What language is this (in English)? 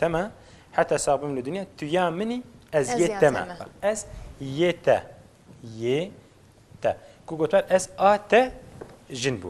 Kurdish